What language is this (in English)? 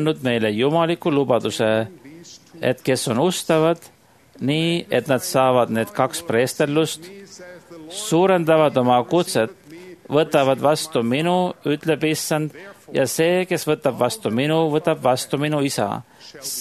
Estonian